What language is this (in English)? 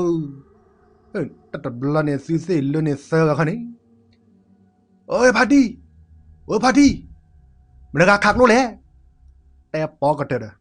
S'gaw Karen